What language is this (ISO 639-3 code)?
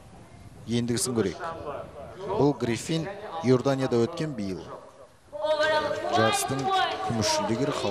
kaz